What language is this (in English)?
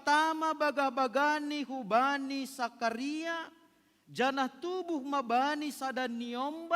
Batak Simalungun